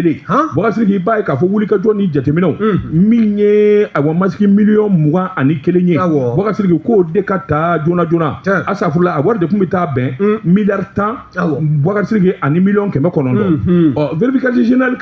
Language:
Bambara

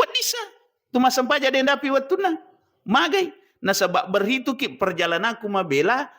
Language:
Buginese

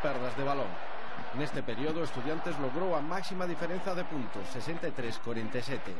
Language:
Galician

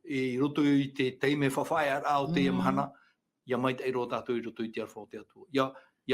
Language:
Tahitian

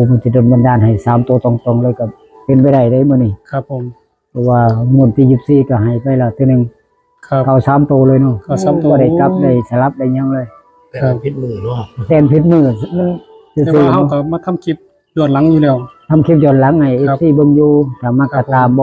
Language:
Northeastern Thai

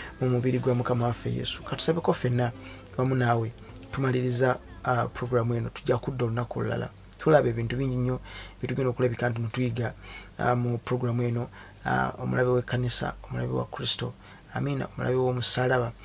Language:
Ganda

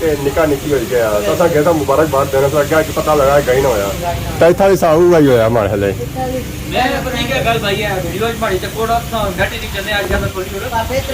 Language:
Pahari-Potwari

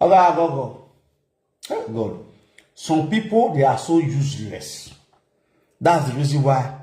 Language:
Nigerian Pidgin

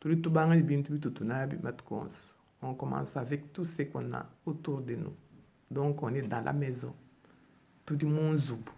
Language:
Luba-Lulua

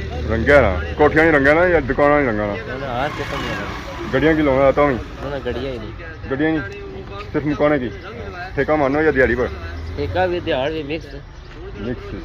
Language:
Pahari-Potwari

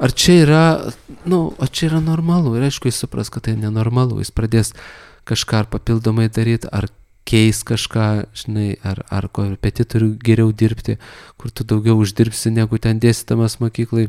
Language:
Lithuanian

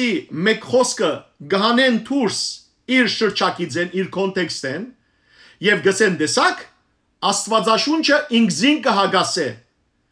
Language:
Western Armenian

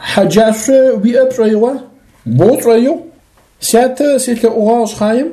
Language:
Adyghe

